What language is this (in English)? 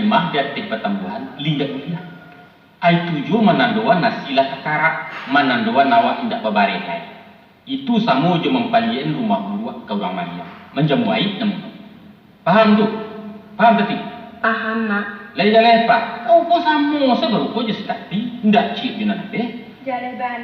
Minangkabau